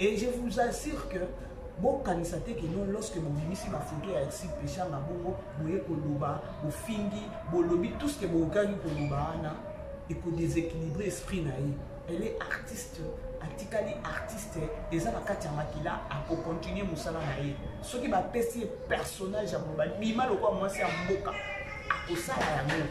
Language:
Lingala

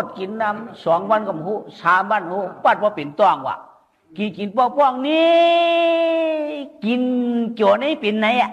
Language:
Shan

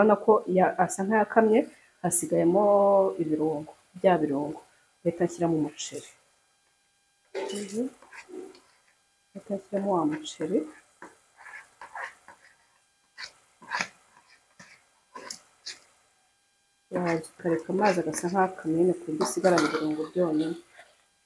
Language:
Kinyarwanda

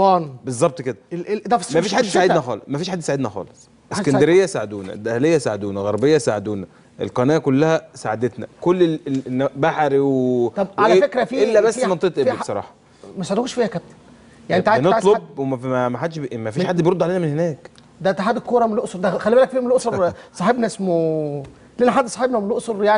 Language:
Egyptian Arabic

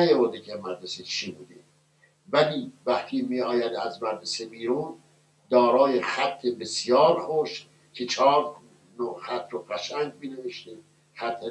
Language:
Persian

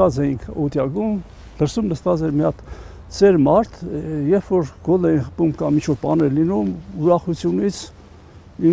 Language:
Armenian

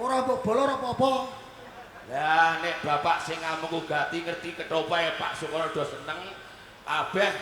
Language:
Javanese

